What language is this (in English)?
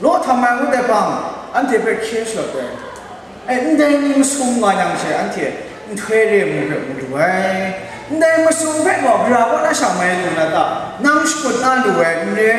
Kachin